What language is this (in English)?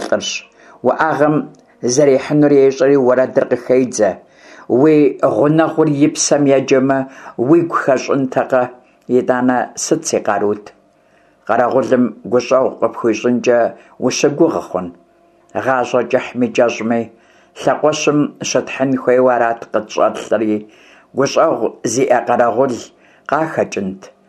Kabardian